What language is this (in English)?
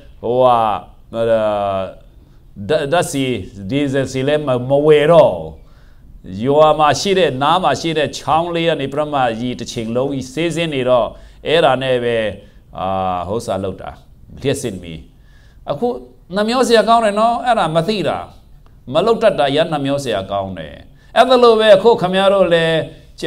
Burmese